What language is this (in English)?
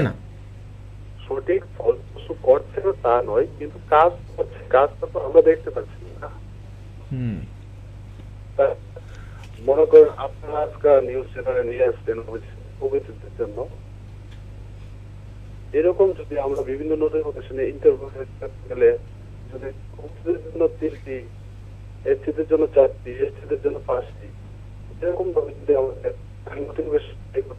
Bangla